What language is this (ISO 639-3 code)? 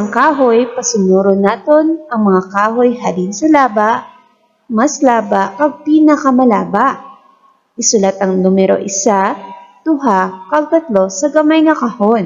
hil